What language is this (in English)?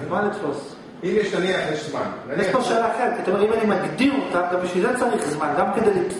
Hebrew